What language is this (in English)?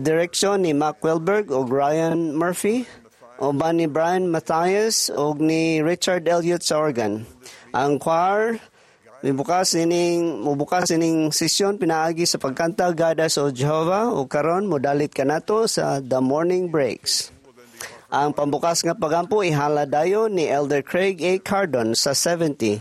Cebuano